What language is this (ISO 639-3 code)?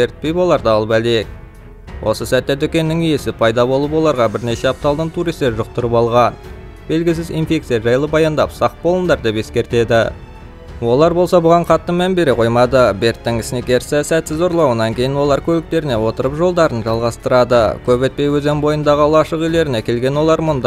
kaz